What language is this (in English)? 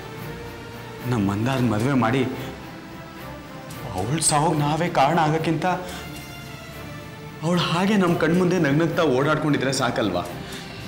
Kannada